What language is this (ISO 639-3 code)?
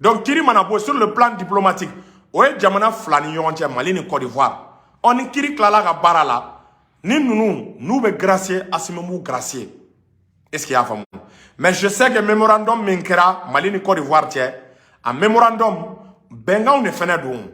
bam